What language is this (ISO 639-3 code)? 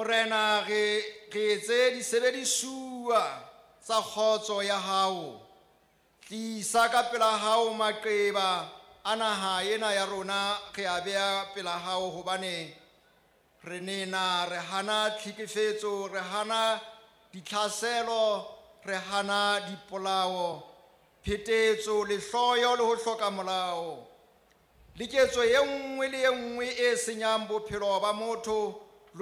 sot